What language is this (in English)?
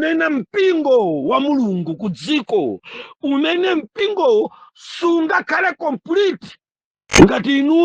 Nyanja